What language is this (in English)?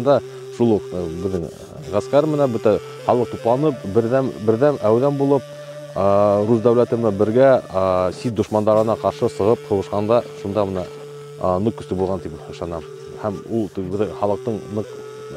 Bashkir